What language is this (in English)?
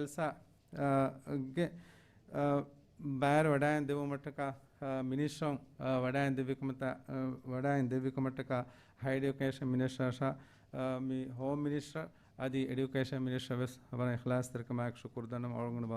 Divehi